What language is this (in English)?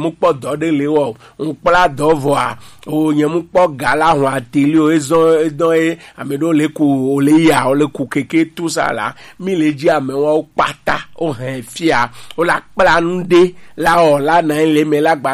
Gen